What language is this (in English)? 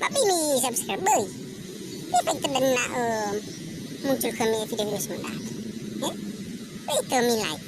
Nias